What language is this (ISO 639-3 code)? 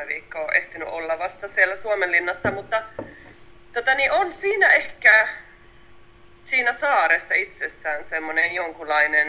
fin